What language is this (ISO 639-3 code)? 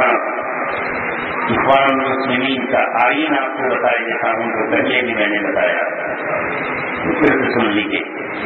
urd